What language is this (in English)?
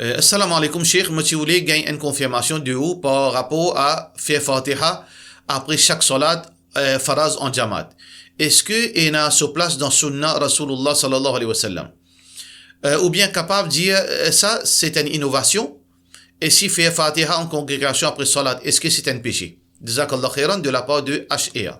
Morisyen